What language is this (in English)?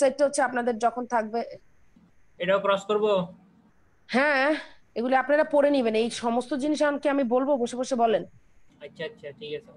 Bangla